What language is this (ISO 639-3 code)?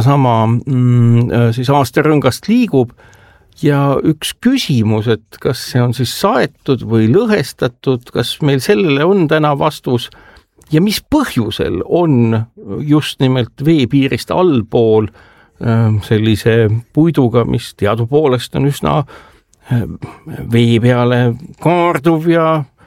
est